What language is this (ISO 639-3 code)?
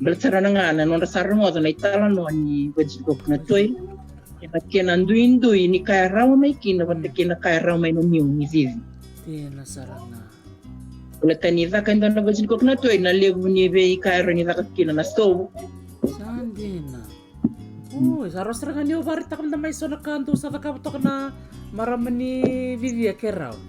fij